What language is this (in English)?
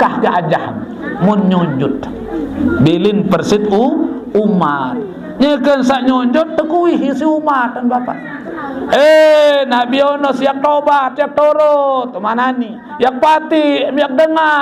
Sasak